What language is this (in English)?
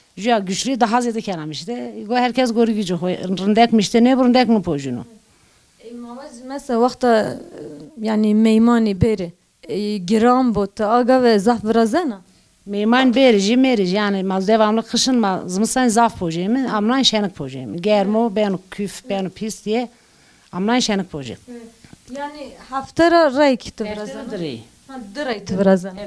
Zaza